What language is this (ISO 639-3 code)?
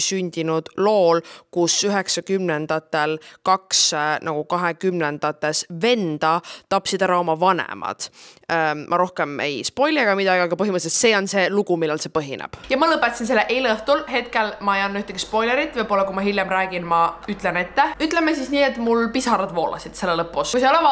est